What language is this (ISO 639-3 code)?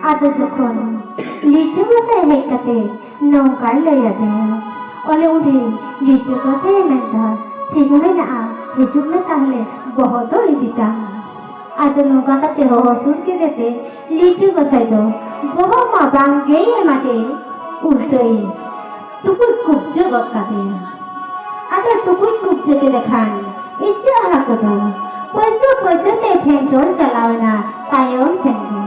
sat